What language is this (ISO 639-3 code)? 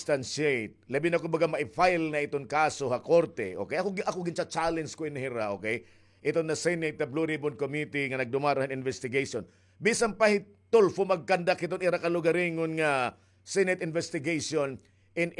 war